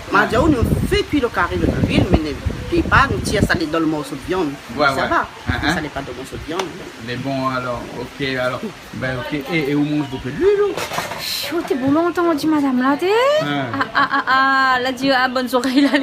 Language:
Réunion Creole French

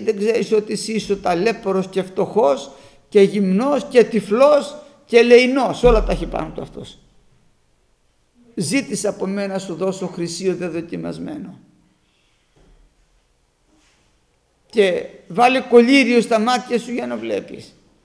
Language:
Greek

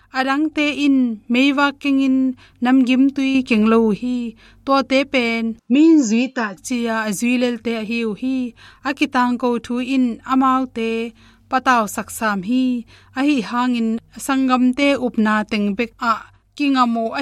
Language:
Tedim Chin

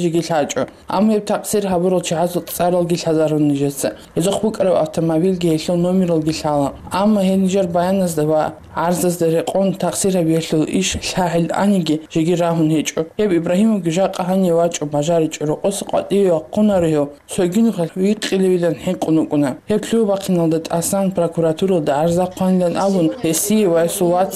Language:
Avaric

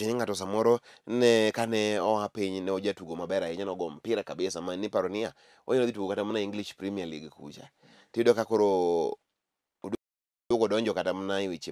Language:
Luo (Kenya and Tanzania)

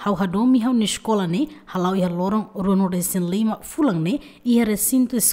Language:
Tetum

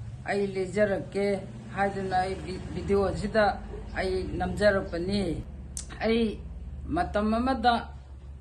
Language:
Manipuri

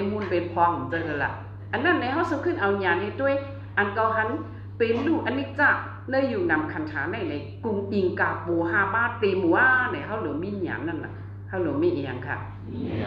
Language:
Shan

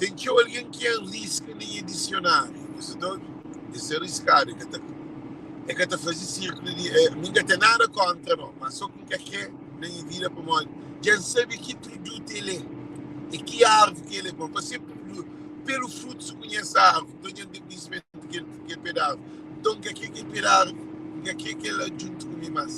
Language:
Kabuverdianu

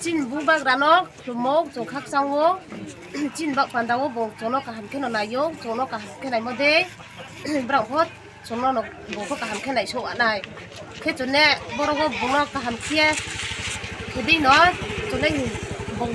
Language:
Riang (India)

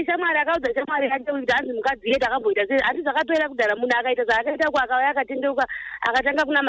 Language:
Shona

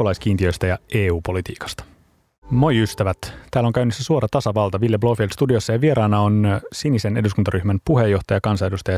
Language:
Finnish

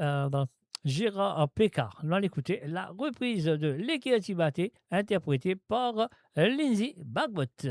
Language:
Morisyen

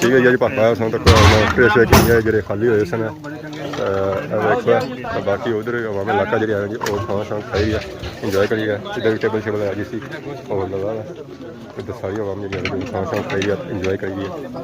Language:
Pahari-Potwari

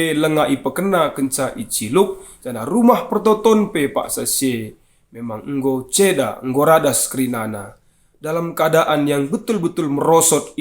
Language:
Batak Karo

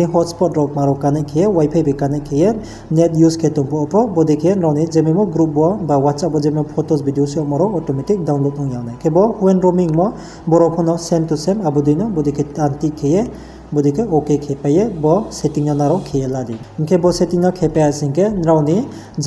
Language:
Riang (India)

